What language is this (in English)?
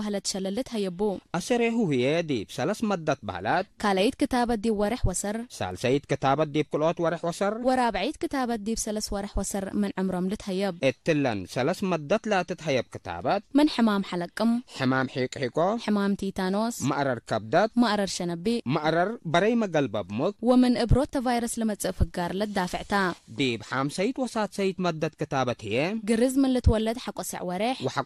Tigre